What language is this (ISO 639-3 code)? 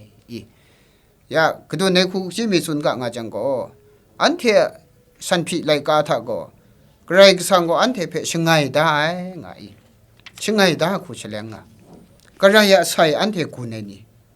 kac